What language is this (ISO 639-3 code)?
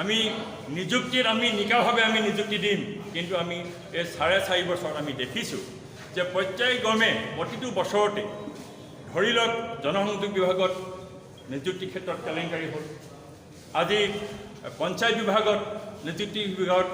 asm